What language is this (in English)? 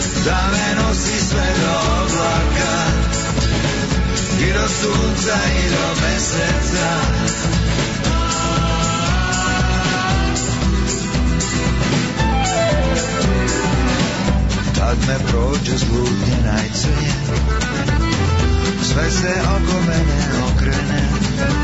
Serbian